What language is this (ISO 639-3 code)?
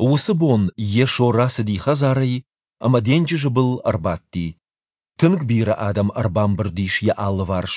oss